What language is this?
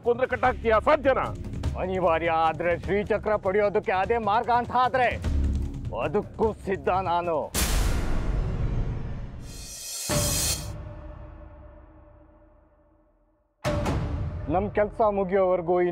Kannada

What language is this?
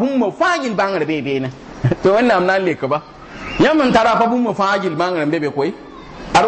Mossi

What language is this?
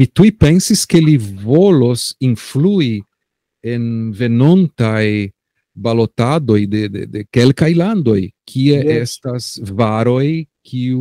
Esperanto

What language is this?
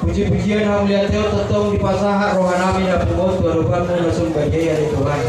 Batak Toba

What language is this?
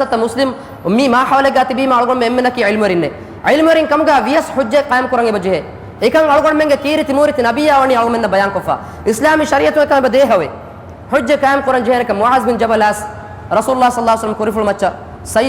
Divehi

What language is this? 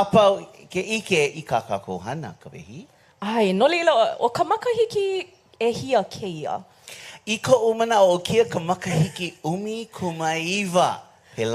Hawaiian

